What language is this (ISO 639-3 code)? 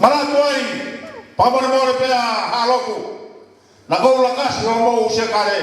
ton